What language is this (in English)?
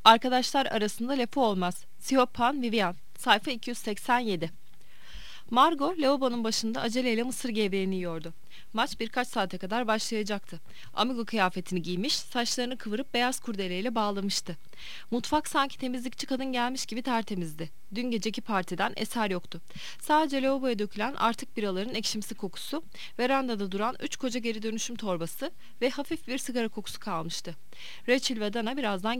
Turkish